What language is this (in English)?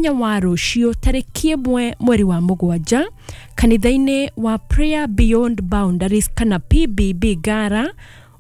Kikuyu